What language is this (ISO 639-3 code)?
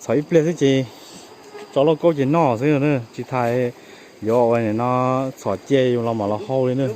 hmn